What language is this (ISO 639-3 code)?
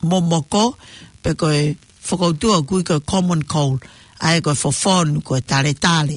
ton